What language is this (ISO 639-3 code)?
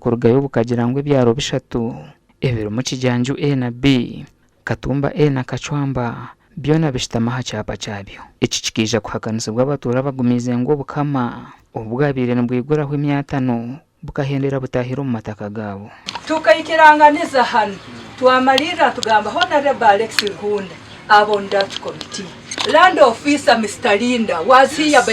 nyn